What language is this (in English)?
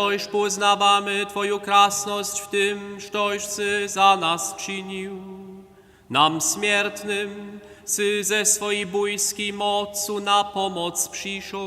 Upper Sorbian